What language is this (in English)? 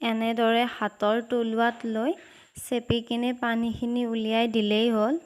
Assamese